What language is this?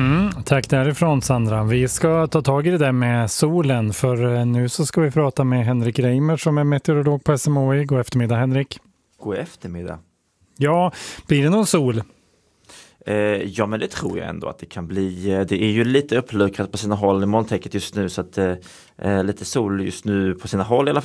Swedish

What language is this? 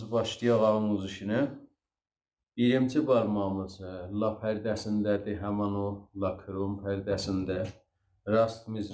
South Azerbaijani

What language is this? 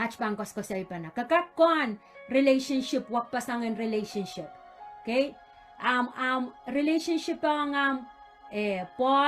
Pohnpeian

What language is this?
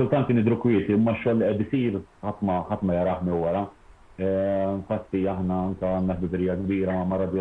Maltese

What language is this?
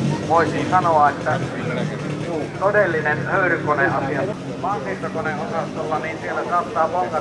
Finnish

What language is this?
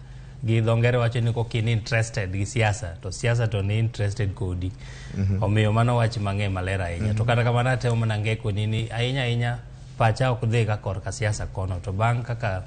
Luo (Kenya and Tanzania)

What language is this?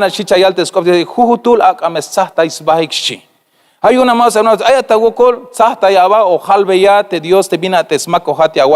Tzeltal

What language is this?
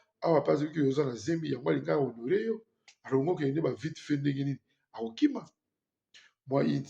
Lingala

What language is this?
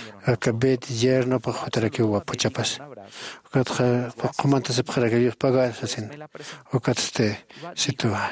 Aymara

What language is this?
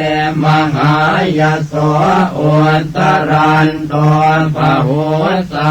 Pali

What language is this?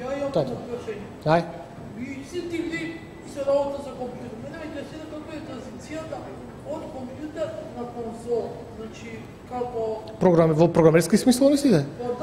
Macedonian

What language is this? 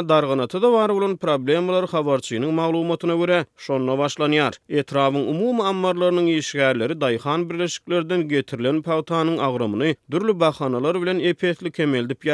Turkmen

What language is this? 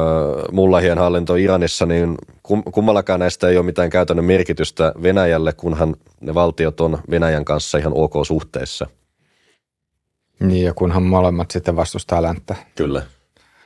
Finnish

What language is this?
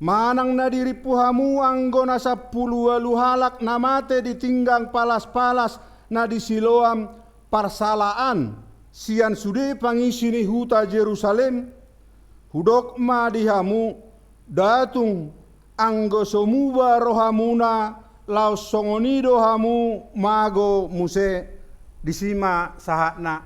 Batak Toba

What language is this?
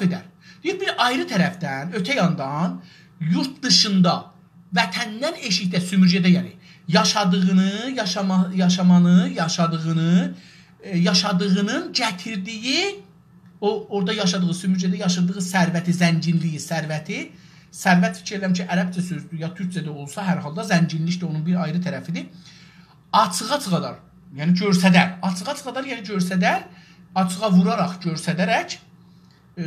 South Azerbaijani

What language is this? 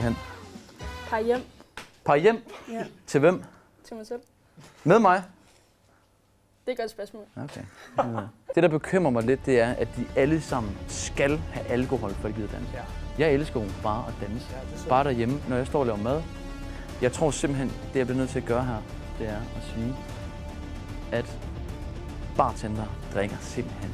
Danish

